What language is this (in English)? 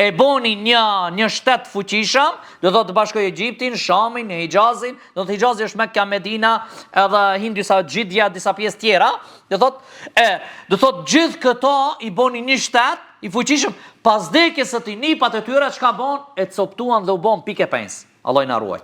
Albanian